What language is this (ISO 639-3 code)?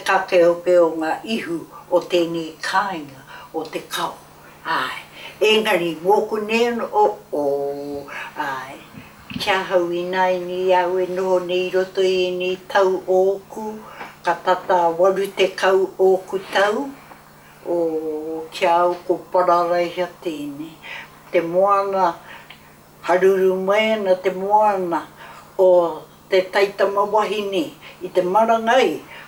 mri